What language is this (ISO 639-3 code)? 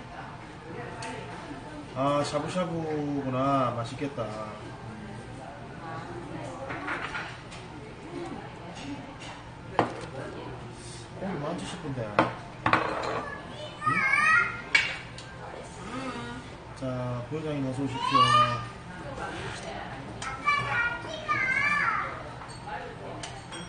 kor